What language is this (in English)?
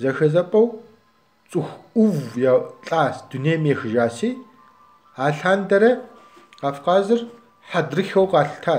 Kabardian